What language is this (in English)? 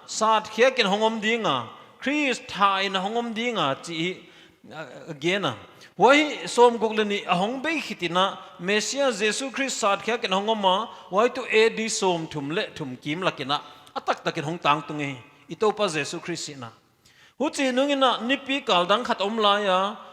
Paite Chin